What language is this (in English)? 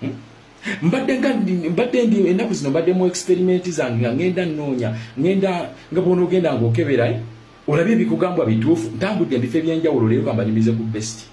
Ganda